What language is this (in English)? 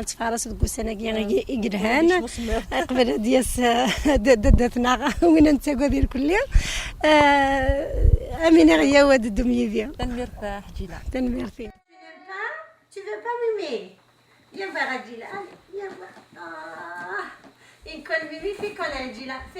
Kabyle